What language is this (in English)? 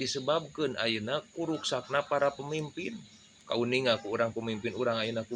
Sundanese